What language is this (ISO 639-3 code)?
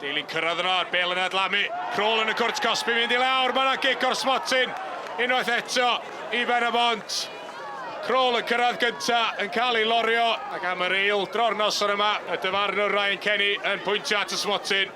cym